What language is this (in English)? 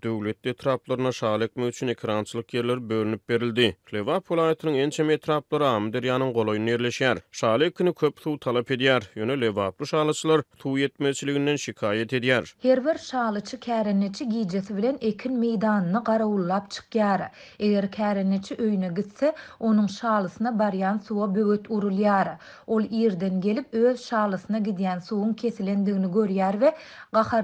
Turkmen